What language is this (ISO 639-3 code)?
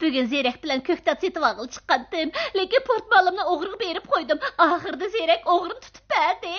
uig